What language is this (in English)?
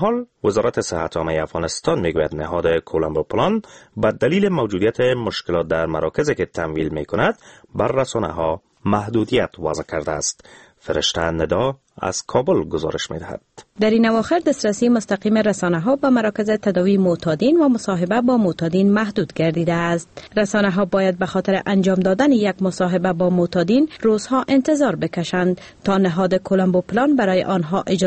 Persian